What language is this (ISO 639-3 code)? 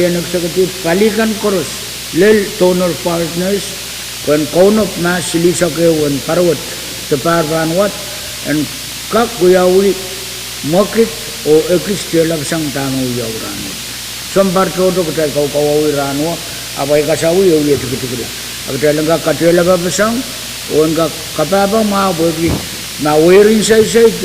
pon